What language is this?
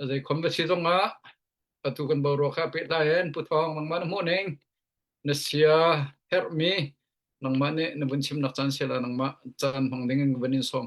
Hakha Chin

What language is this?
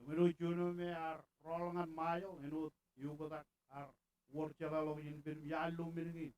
Marshallese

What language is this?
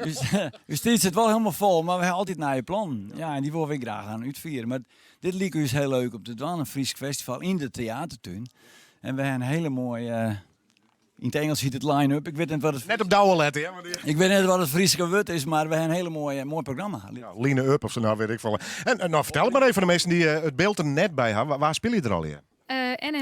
Western Frisian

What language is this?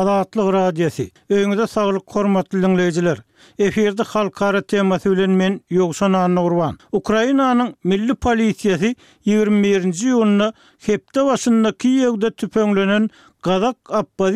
Turkmen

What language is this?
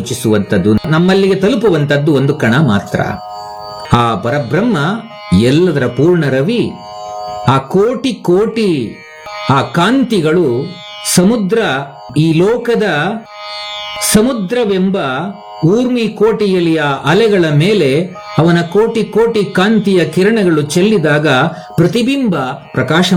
Kannada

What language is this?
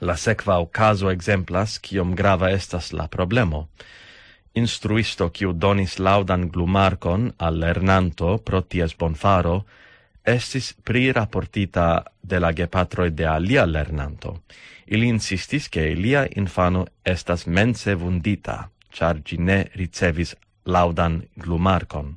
Esperanto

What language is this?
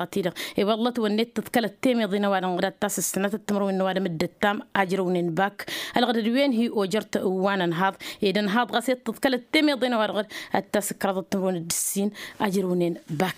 Tamasheq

